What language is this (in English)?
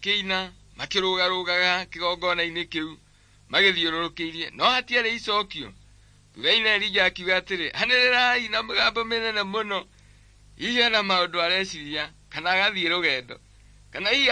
Kikuyu